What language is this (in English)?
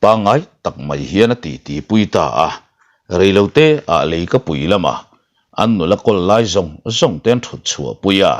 Mizo